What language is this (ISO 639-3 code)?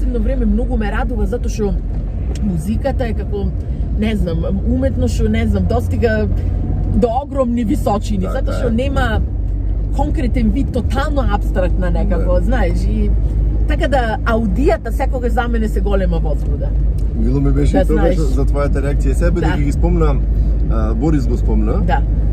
mkd